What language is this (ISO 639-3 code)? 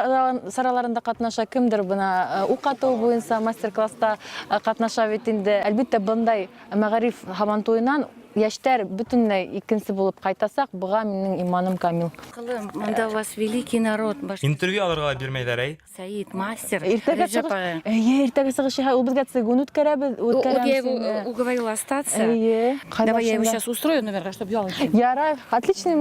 bak